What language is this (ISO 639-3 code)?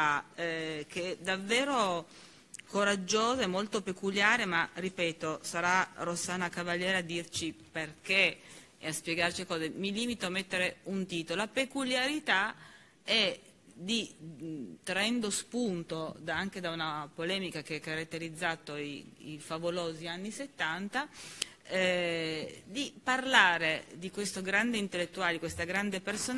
ita